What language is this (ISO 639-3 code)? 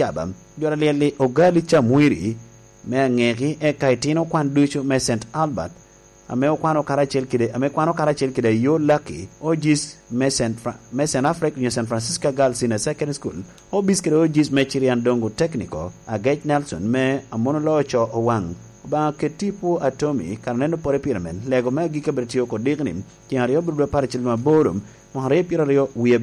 laj